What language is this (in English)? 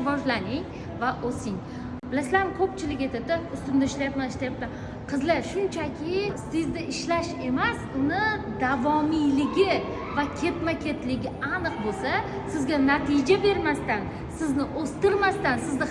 Uzbek